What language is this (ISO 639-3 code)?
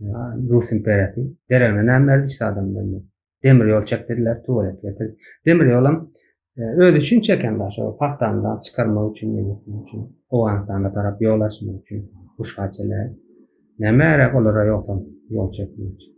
tuk